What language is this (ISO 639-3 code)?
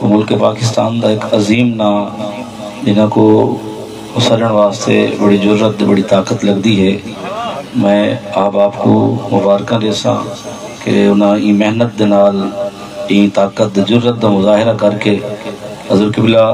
skr